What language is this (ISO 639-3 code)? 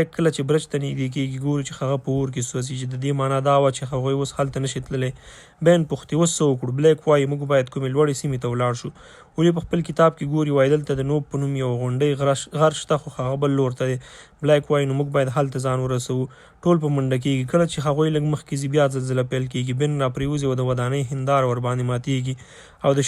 pus